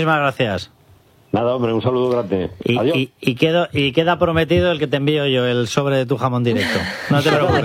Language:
Spanish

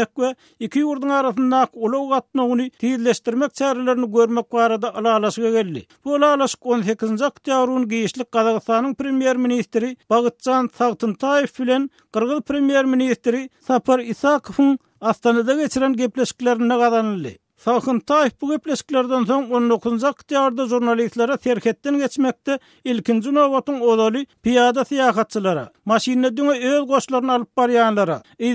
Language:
Turkmen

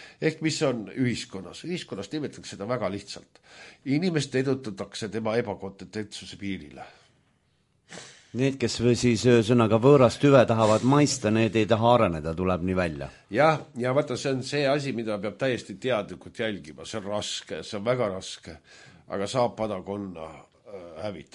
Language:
Estonian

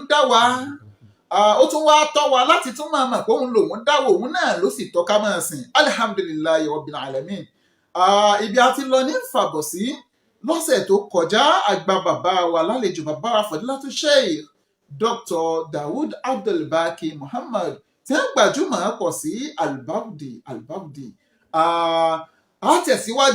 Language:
Yoruba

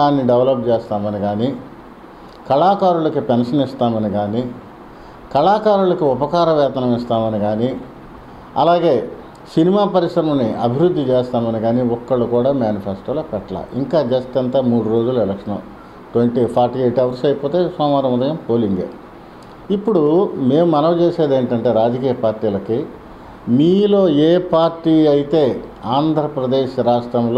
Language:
Telugu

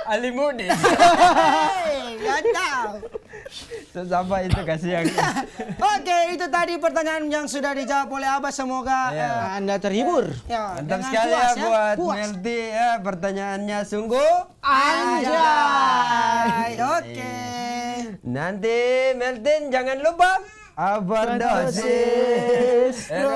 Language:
Manado Malay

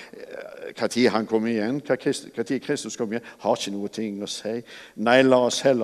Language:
Norwegian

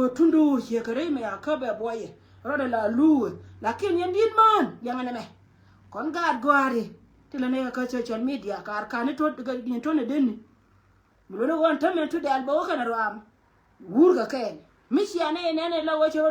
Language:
Nuer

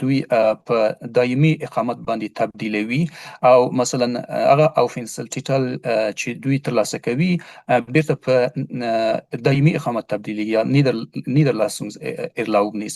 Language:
Pashto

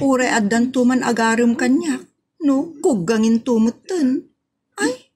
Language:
Iloko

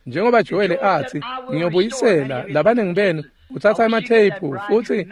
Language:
Swati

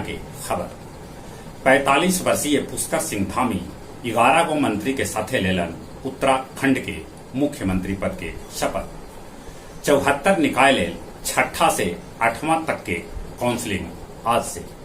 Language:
Magahi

